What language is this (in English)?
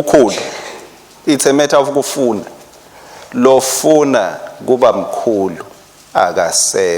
Swati